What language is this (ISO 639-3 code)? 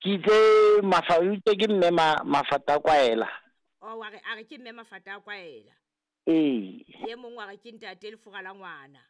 sot